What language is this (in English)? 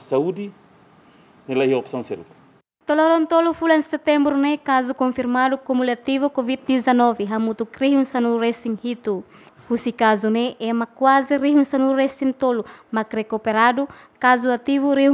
Tetum